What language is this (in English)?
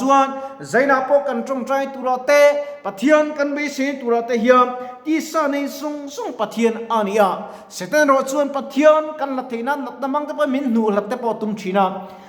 Mizo